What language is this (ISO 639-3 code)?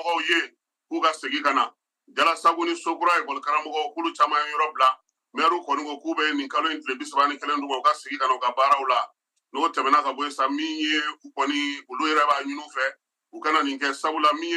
bam